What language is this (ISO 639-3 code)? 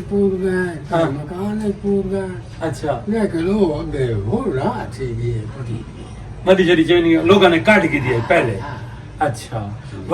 skr